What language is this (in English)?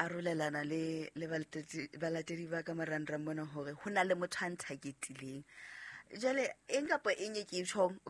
Southern Sotho